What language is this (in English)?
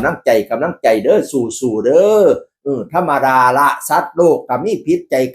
Northeastern Thai